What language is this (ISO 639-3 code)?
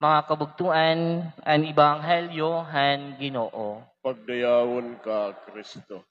war